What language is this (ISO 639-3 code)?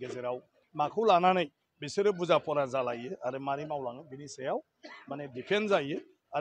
brx